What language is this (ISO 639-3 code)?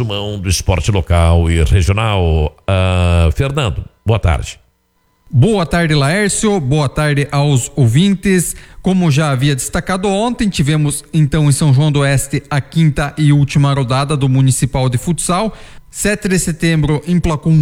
por